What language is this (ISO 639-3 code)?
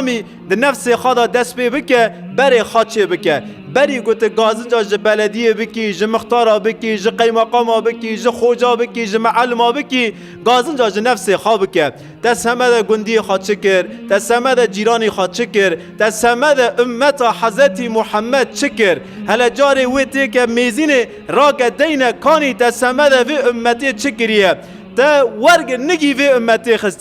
kur